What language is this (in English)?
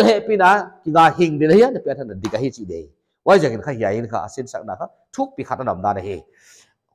Paite Chin